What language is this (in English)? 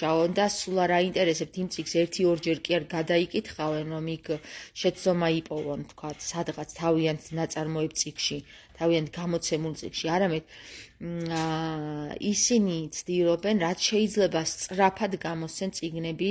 Georgian